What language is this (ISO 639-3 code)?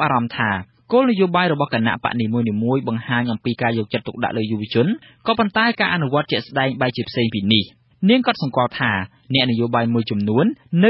khm